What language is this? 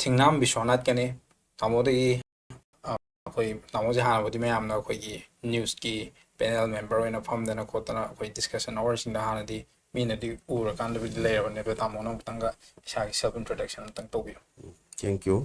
Manipuri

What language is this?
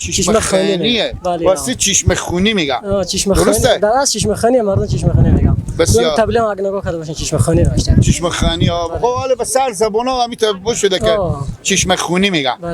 Persian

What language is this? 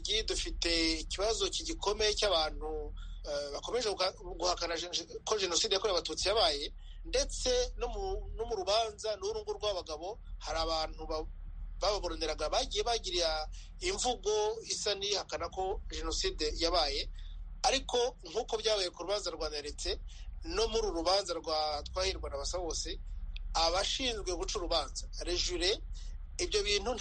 Kinyarwanda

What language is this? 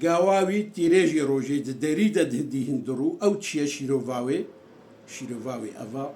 Kurdish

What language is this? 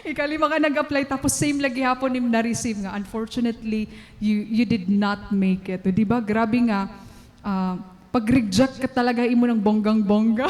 Waray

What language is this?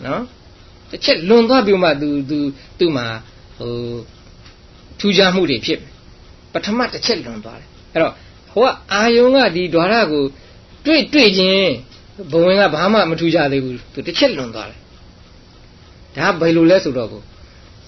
Burmese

